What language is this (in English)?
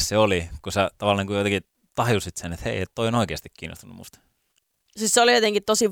Finnish